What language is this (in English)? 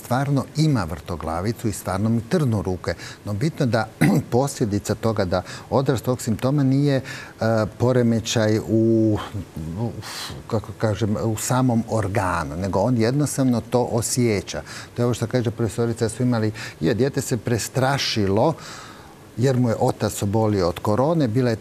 Croatian